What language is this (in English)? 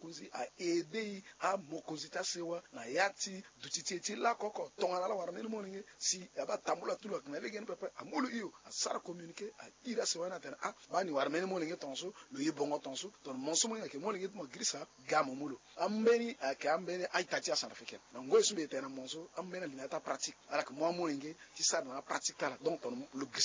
Sango